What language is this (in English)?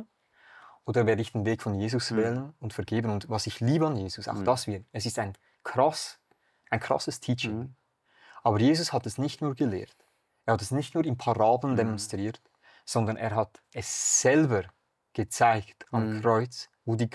Swiss German